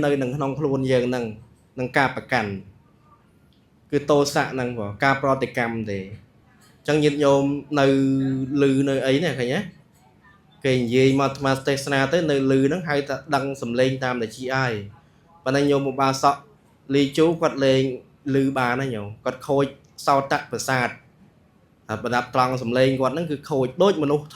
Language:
Khmer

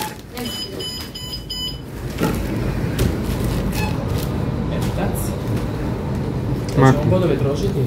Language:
Croatian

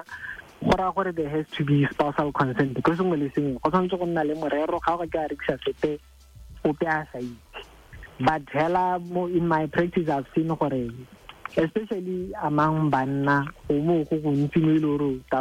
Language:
Tswana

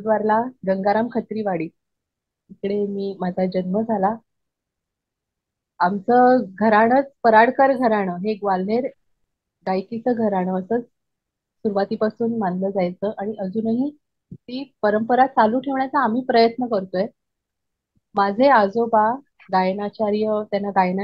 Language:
Marathi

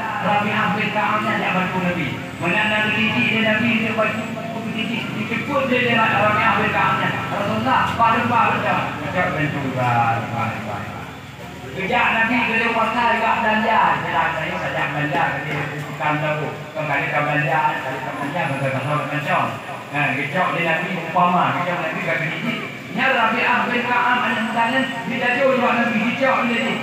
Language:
Achinese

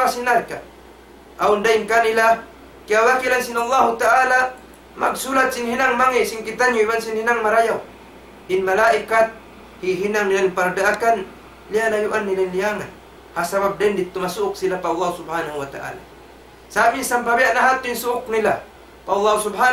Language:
Tausug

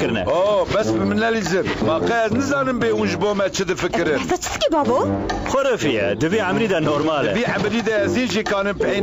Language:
Kurdish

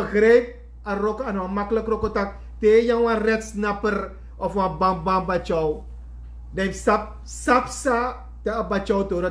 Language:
Sranan Tongo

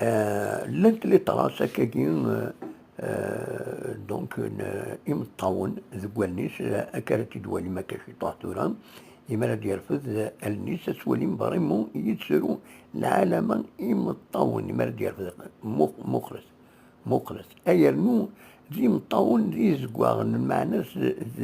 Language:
Kabyle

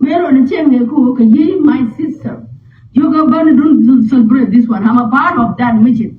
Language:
Nuer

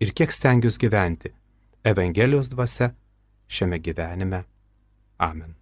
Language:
Lithuanian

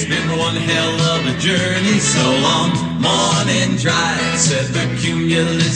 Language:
English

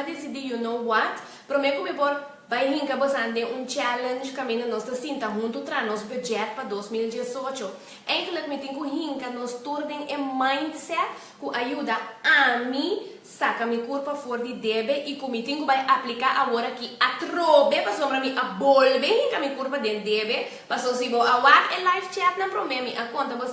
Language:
Papiamento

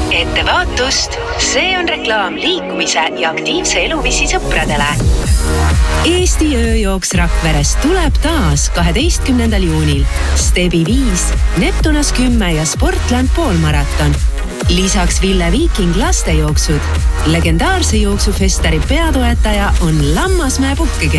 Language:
Estonian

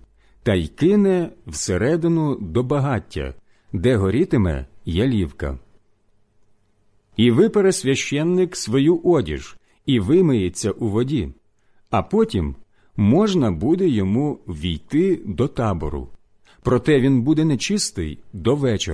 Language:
Ukrainian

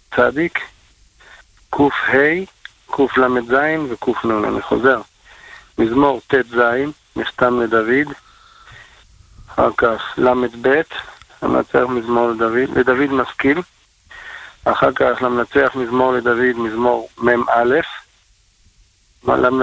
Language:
Hebrew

